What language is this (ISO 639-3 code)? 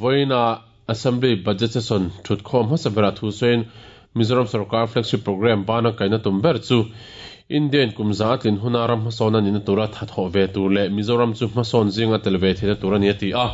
lus